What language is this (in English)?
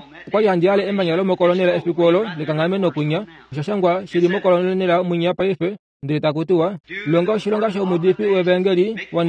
Kuanyama